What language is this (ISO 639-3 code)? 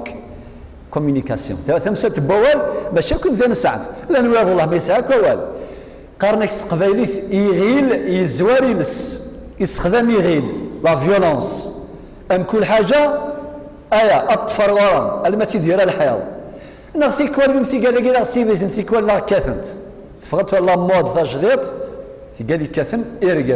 kab